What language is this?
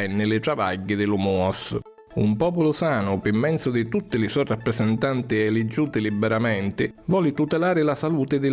Sicilian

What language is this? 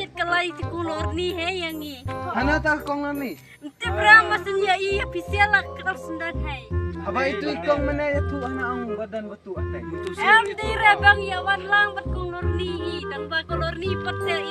Khasi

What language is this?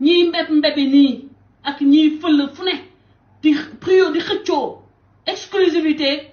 Wolof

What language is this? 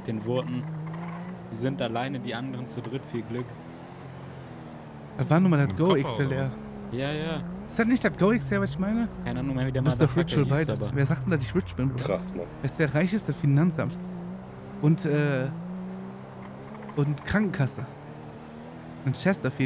German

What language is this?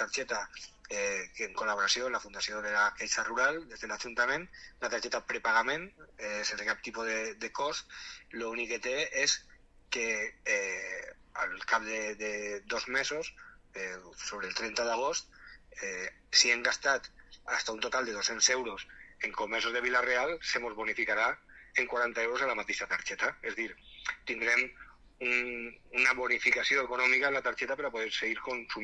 Catalan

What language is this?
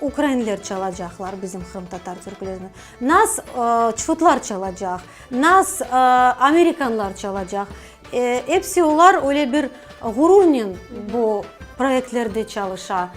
Crimean Tatar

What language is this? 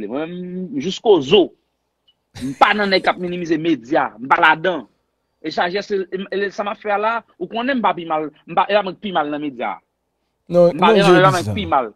Haitian Creole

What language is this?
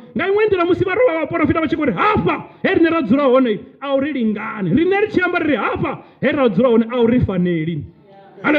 Venda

